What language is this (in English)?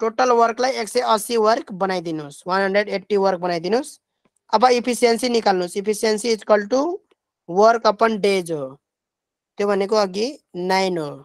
Nepali